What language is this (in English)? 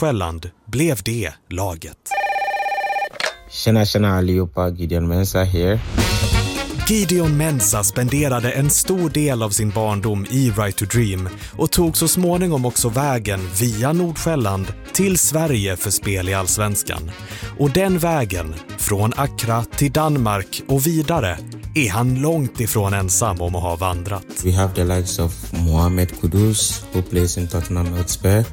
Swedish